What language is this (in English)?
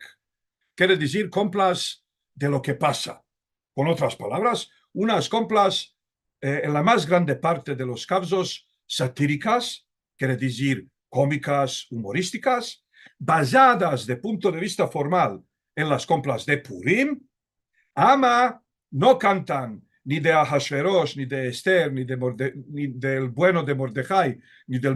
Ladino